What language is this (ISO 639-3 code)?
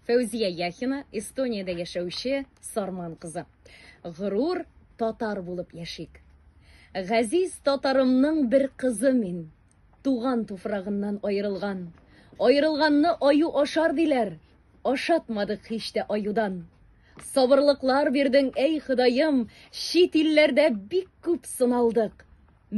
tat